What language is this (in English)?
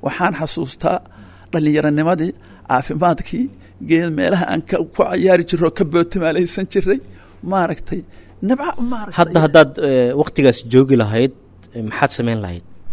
Somali